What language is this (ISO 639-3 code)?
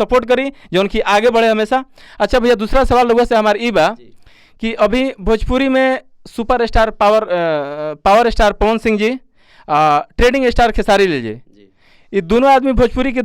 bho